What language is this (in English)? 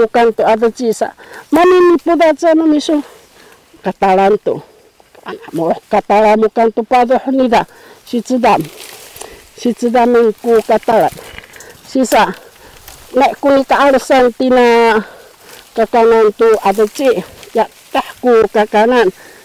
Sakizaya